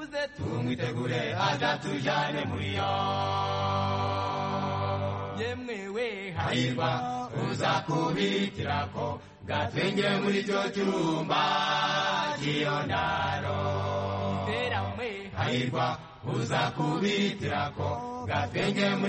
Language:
Kinyarwanda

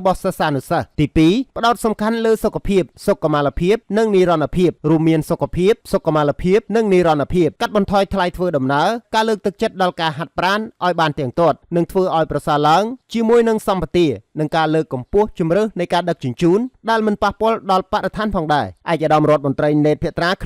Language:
Khmer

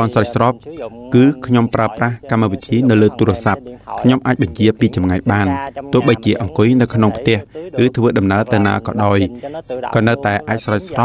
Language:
Khmer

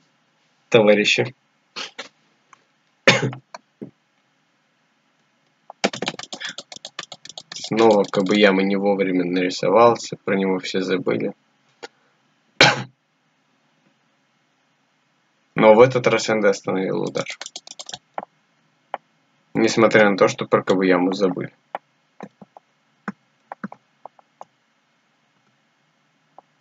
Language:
Russian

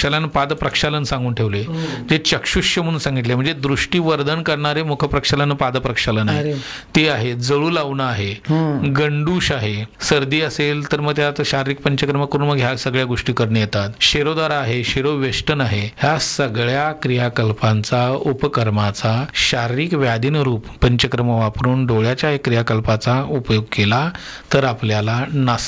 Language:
Marathi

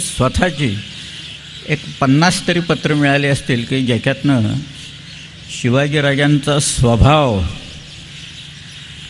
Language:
Marathi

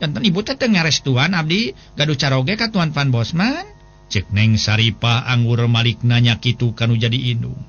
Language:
Sundanese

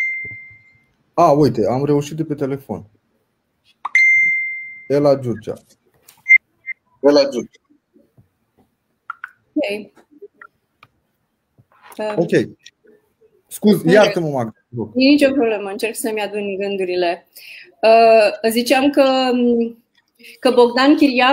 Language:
Romanian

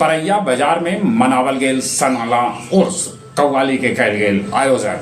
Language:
Magahi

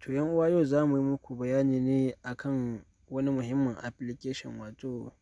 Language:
Hausa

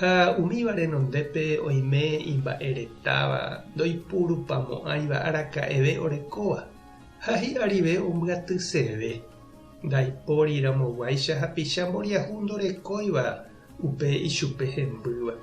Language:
Guarani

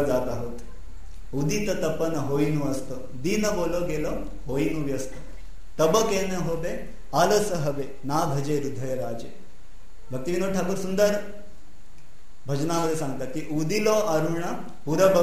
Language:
Marathi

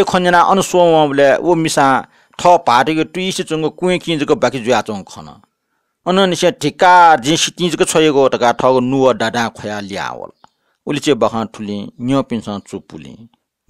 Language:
Newari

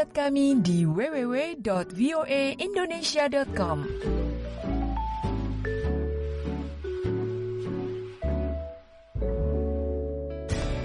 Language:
Indonesian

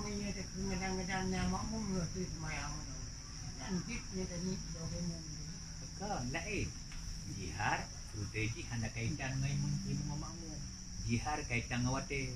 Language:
Achinese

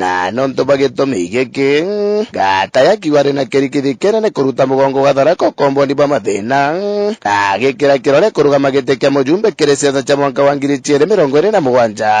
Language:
Meru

